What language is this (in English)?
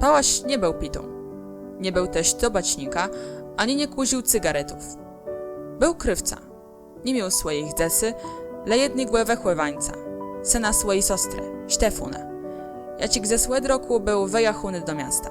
Kashubian